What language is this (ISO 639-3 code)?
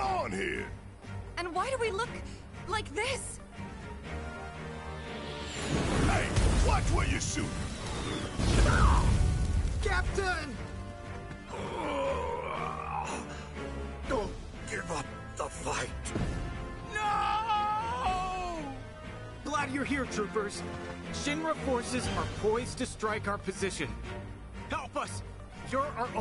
eng